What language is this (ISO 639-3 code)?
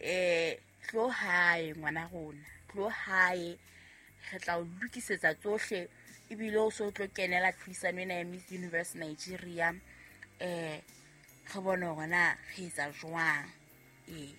sot